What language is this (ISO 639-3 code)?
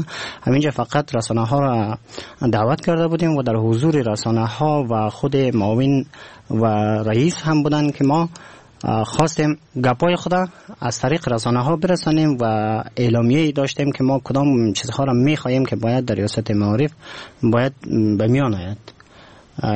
fas